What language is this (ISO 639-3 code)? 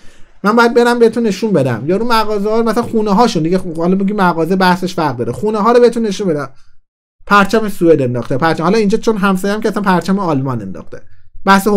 fas